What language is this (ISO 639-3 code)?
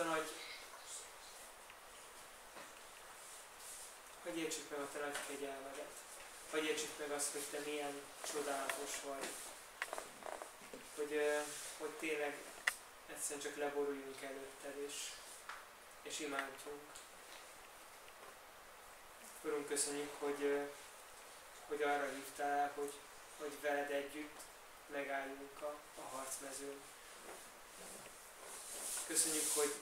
hun